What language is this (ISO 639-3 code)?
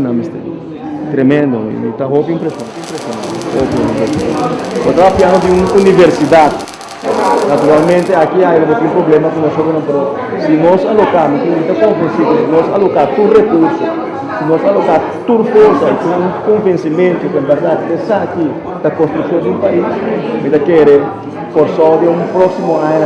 pap